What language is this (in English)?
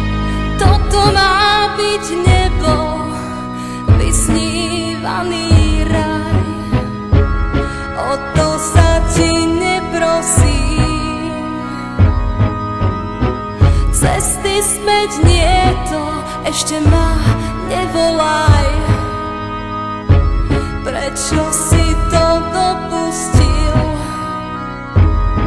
Slovak